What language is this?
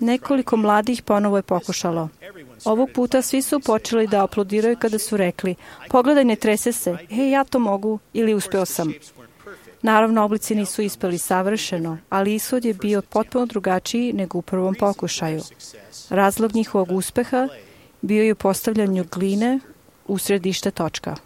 Serbian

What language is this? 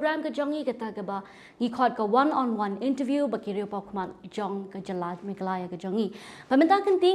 Khasi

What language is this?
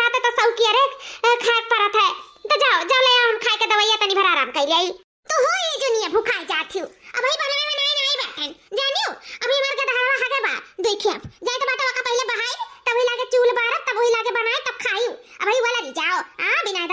Awadhi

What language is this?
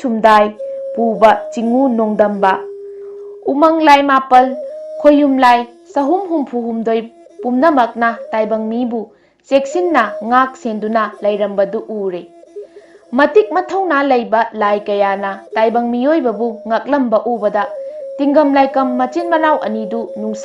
Manipuri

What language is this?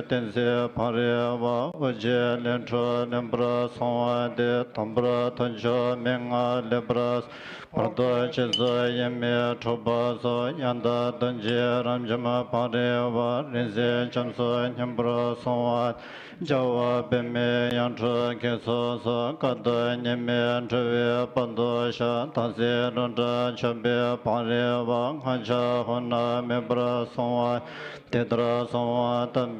Tibetan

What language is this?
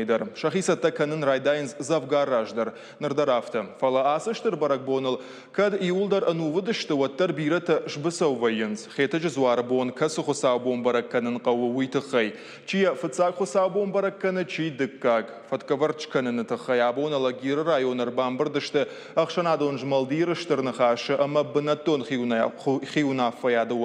Ossetic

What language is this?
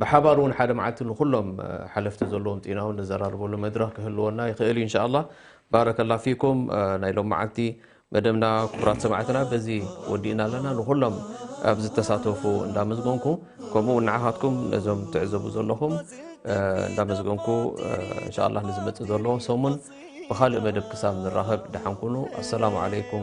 Tigrinya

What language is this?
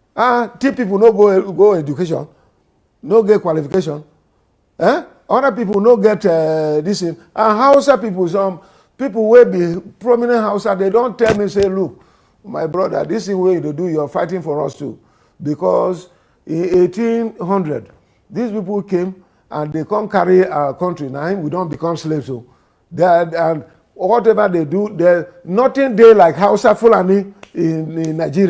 Nigerian Pidgin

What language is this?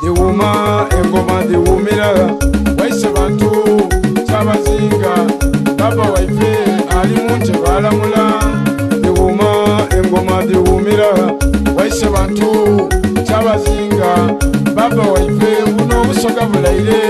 Soga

